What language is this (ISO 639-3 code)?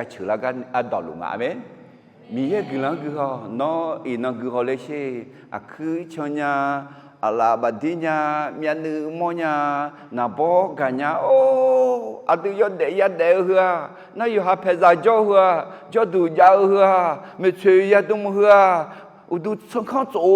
ahk